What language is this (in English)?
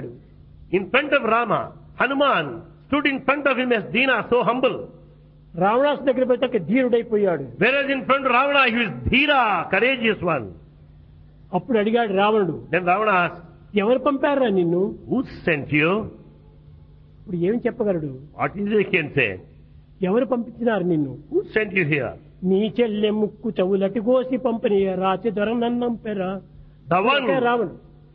Telugu